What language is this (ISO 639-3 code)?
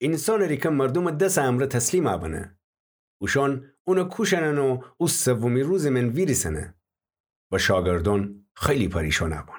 glk